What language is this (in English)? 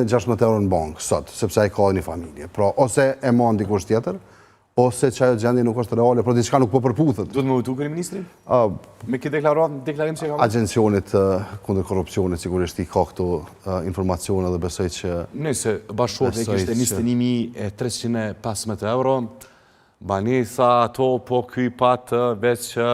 Albanian